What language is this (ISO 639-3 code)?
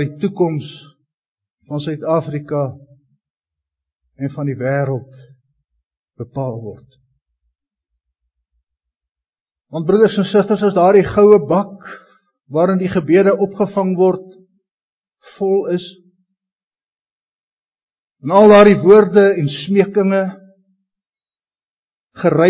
afr